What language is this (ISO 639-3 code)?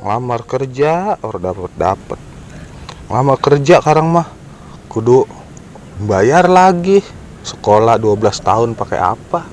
bew